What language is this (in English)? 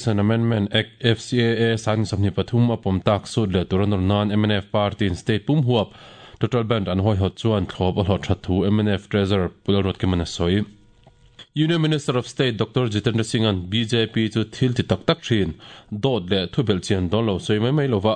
Mizo